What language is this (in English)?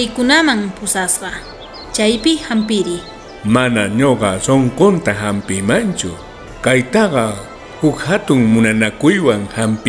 South Bolivian Quechua